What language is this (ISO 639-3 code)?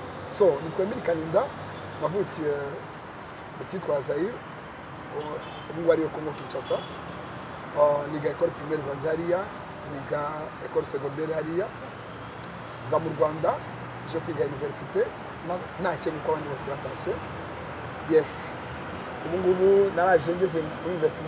kin